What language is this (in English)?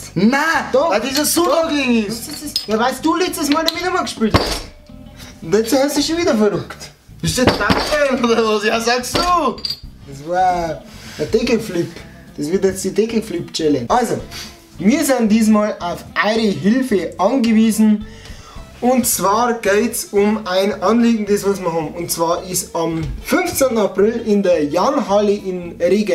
Bavarian